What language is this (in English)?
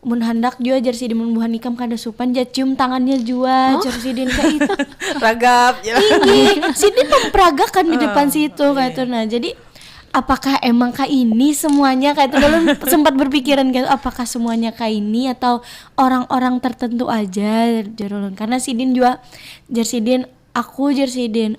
Banjar